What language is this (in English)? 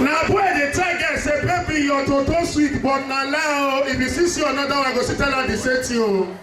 Nigerian Pidgin